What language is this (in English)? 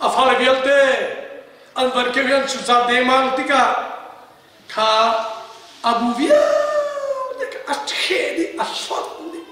Hakha Chin